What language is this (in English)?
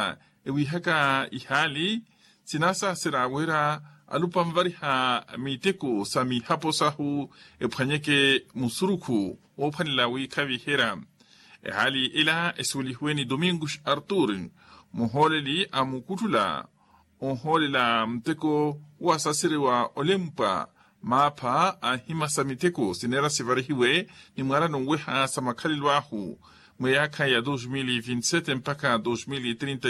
Makhuwa